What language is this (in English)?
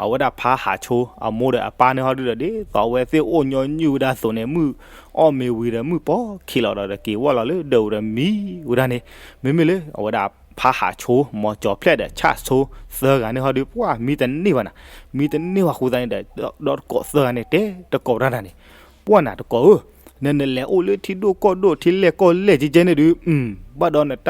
S'gaw Karen